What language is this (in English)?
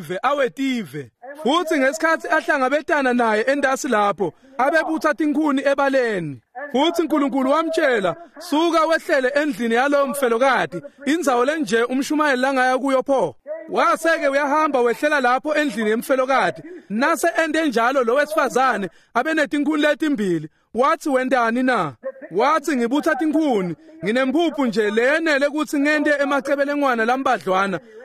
Swati